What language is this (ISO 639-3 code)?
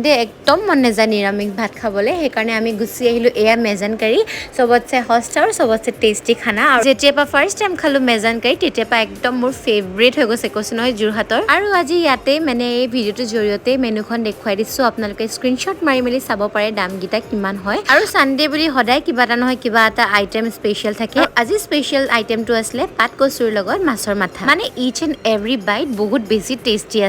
asm